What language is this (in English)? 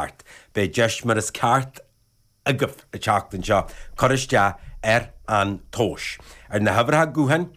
Irish